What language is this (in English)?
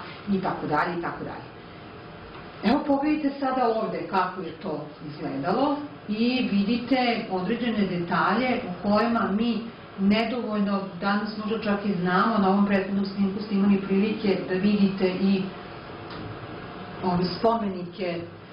Serbian